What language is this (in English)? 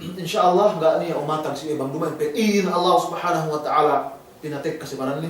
Yakan